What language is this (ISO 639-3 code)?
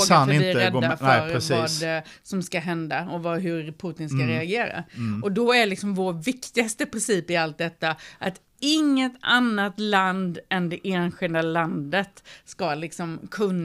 swe